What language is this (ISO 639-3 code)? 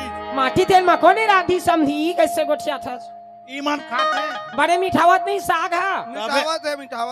hne